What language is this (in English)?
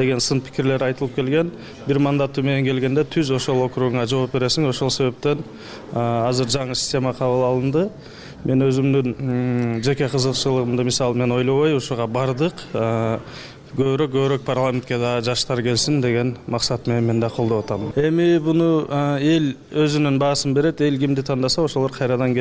Kyrgyz